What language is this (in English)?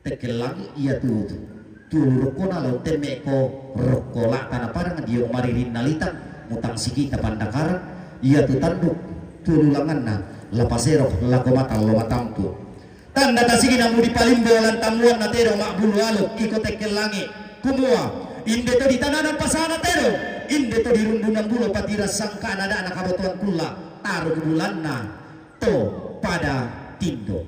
Toraja-Sa'dan